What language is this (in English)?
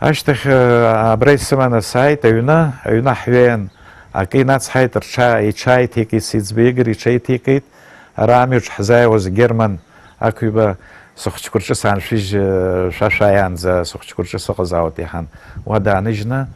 Abkhazian